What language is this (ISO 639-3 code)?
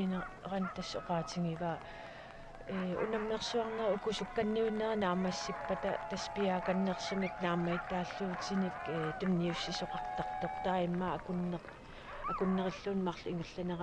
kal